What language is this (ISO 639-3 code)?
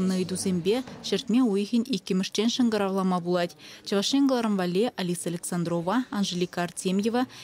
chv